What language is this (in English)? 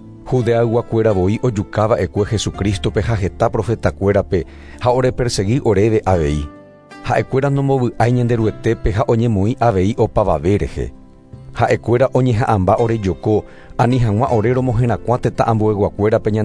Guarani